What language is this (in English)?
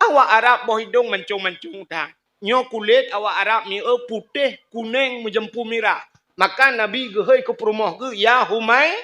Achinese